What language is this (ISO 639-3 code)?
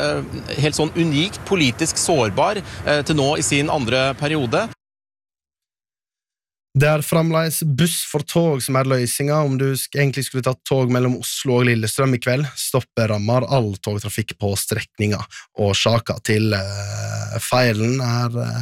nor